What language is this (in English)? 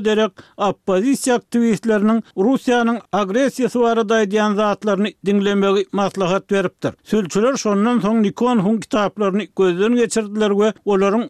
Turkmen